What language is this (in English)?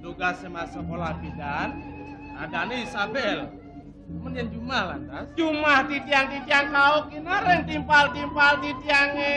Balinese